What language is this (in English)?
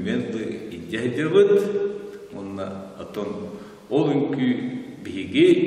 Yakut